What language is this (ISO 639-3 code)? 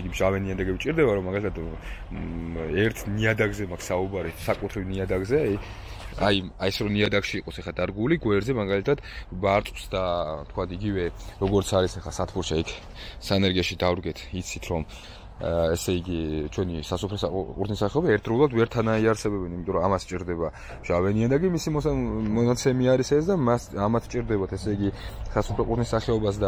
kat